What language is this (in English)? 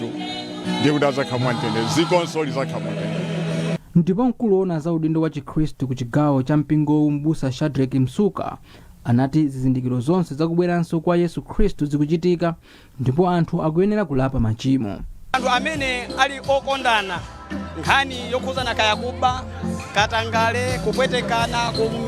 Nyanja